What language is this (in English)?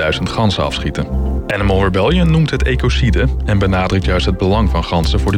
Dutch